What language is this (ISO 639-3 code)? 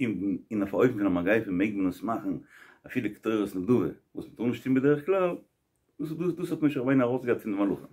yid